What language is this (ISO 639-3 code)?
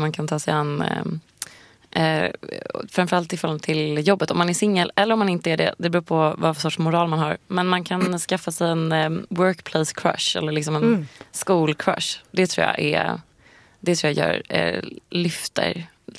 swe